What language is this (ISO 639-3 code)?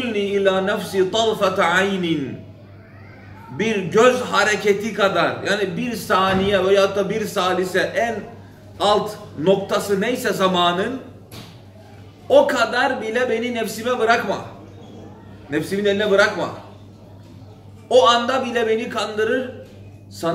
tur